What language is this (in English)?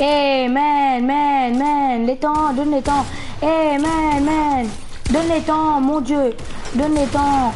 Morisyen